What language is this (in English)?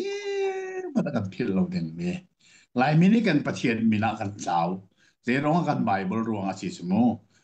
Hakha Chin